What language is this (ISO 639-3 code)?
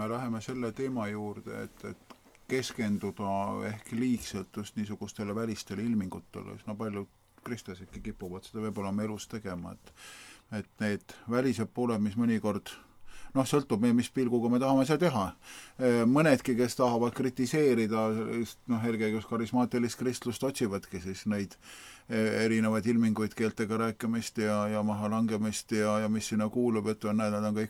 est